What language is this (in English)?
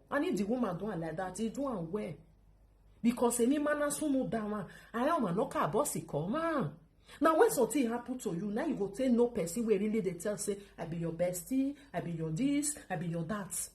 Nigerian Pidgin